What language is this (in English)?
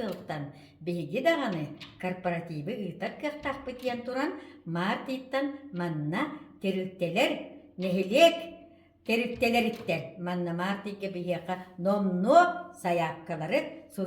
Yakut